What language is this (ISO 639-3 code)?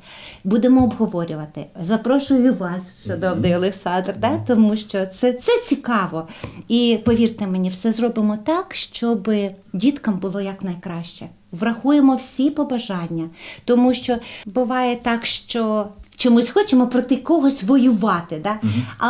ukr